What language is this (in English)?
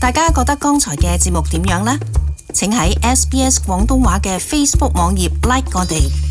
Cantonese